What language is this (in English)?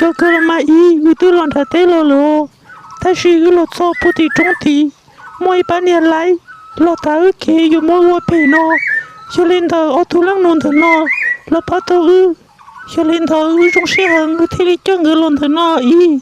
Hmong